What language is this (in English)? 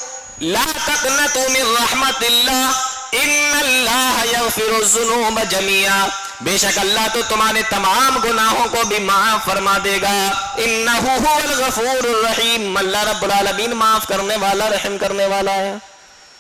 Urdu